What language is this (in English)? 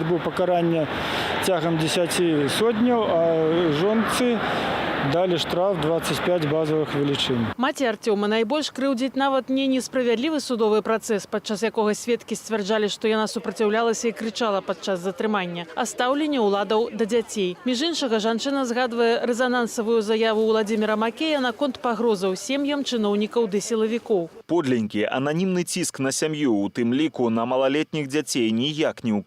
Belarusian